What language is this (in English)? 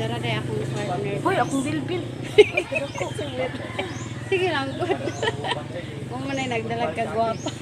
Cebuano